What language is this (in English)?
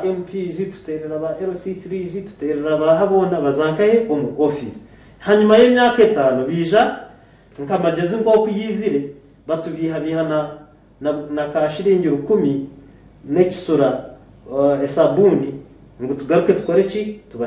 Nyankole